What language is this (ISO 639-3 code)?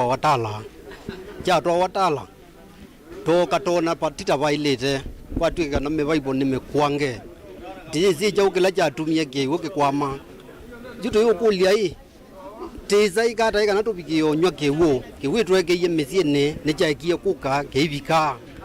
kam